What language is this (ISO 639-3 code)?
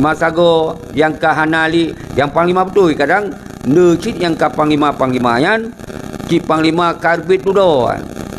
ace